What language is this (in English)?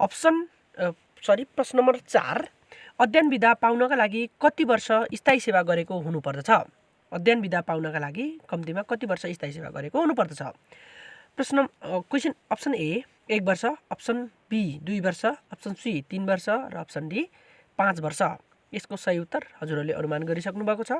Nepali